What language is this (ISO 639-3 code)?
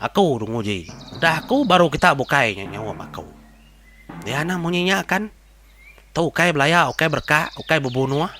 iba